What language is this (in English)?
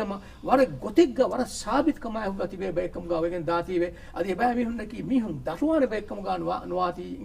Divehi